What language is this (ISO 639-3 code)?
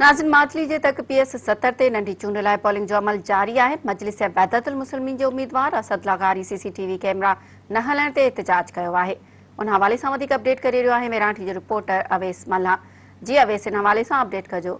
snd